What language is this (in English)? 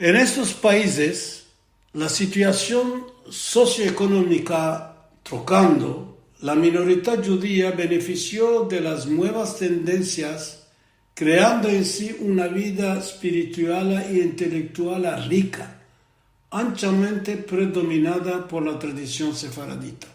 Ladino